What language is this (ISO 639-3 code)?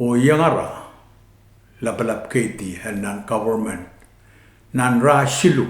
pon